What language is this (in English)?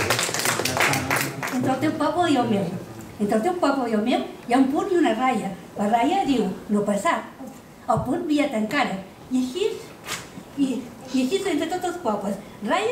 Catalan